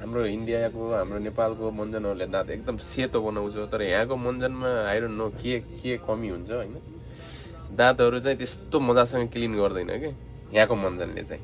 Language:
Nepali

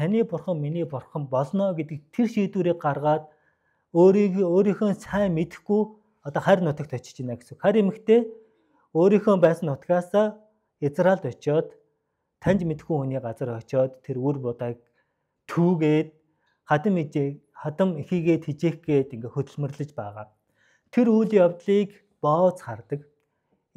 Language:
Mongolian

